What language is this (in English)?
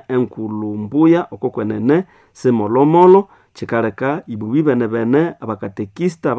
Nande